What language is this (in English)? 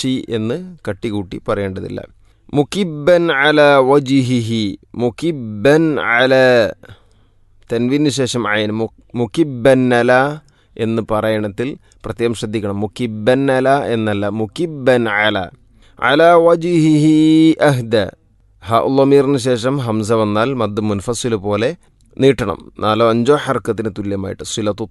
Malayalam